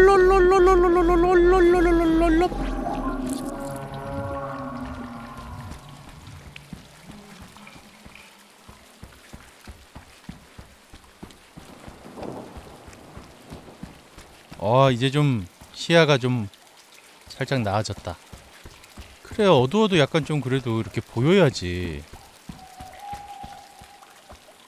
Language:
Korean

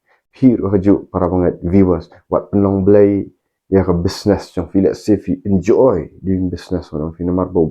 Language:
Khasi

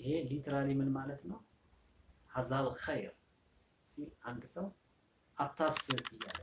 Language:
Amharic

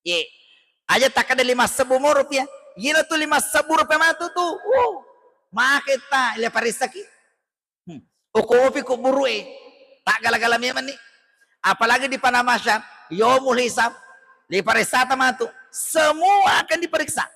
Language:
Buginese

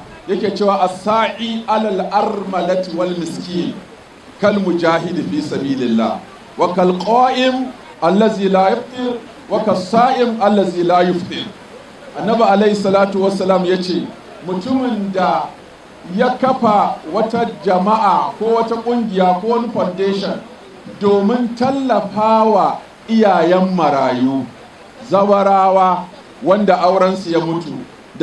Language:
Hausa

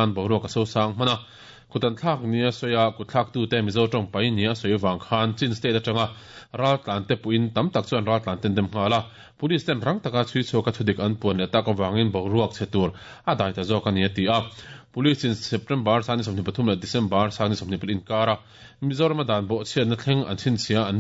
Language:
Mizo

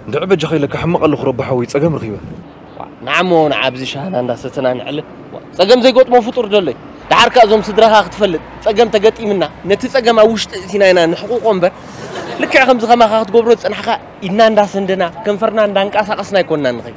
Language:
Tigrinya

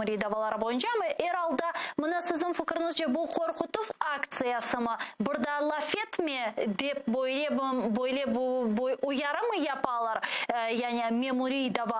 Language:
Crimean Tatar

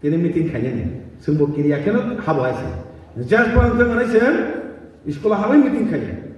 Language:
Kok Borok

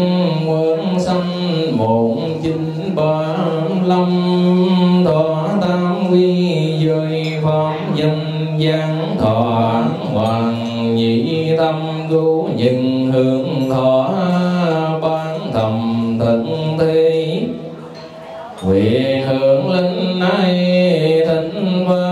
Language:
Vietnamese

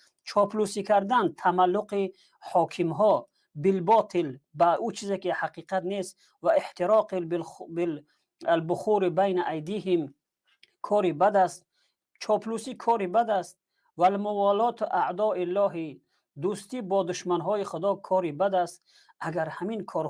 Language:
Tajik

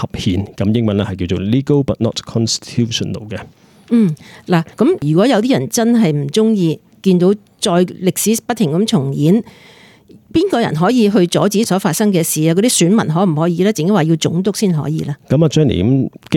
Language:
Cantonese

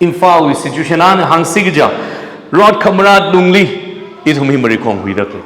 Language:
Tangkhul Naga (India)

